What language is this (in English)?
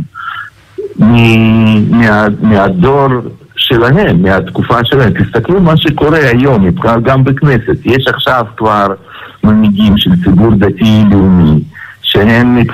Hebrew